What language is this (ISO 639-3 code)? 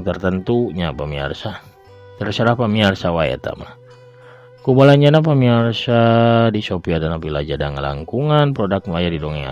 sun